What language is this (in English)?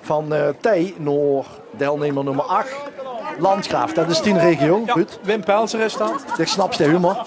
Limburgish